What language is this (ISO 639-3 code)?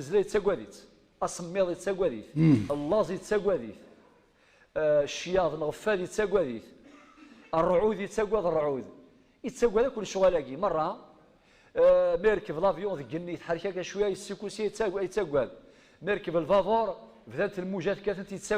kab